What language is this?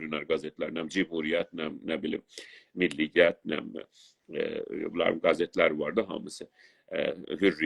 South Azerbaijani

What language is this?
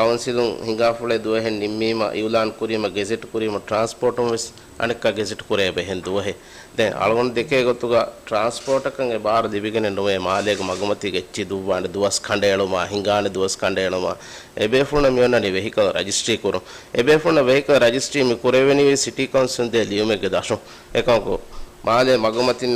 Divehi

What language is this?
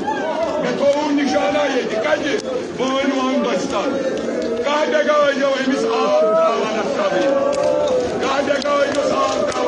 Kashmiri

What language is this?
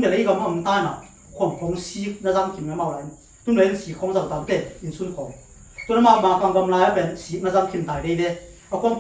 Tedim Chin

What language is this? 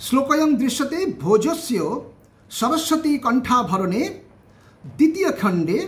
Sanskrit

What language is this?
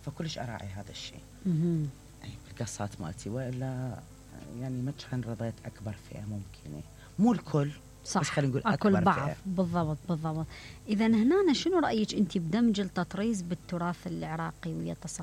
Mesopotamian Arabic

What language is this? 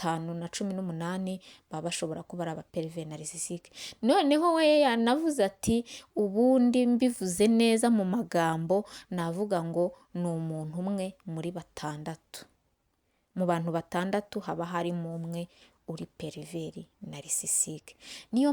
Kinyarwanda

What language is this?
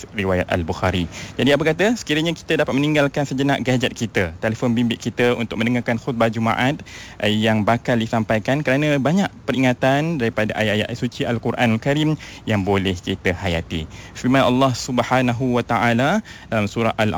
Malay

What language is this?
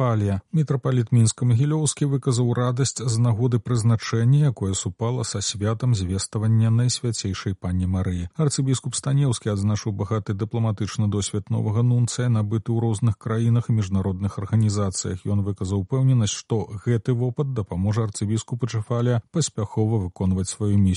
Belarusian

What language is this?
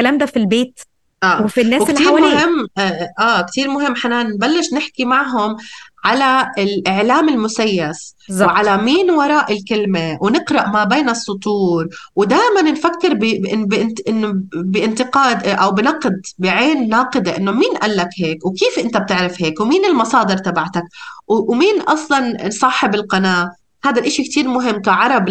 North Levantine Arabic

